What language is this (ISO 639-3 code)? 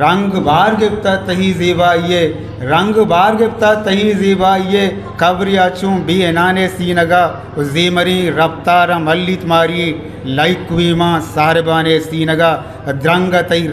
bgp